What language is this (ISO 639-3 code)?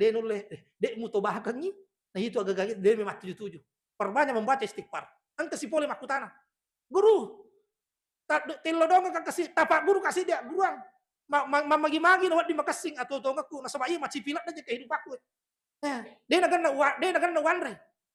bug